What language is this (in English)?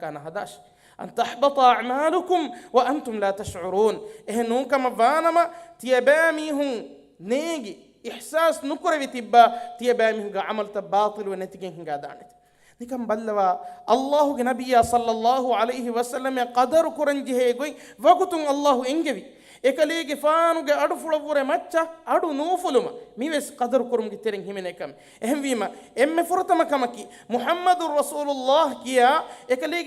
Divehi